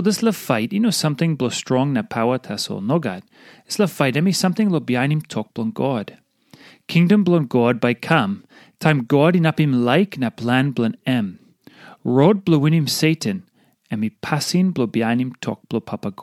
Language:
Tok Pisin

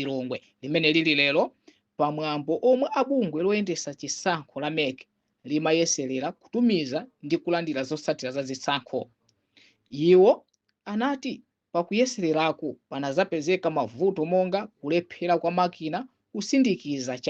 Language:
Nyanja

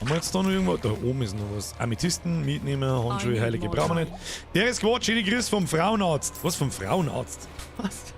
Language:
Bavarian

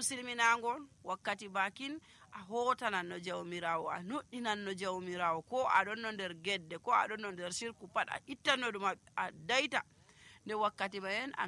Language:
Nigerian Fulfulde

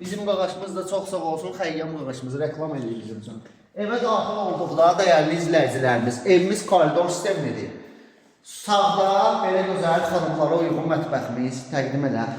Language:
Azerbaijani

